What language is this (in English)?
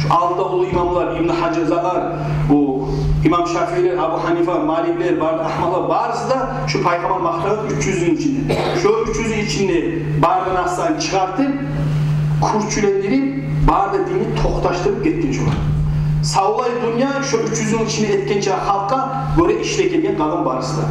Kumyk